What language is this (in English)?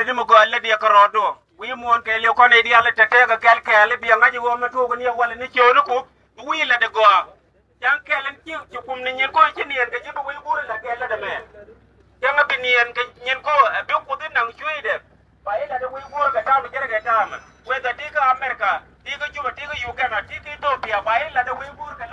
Nuer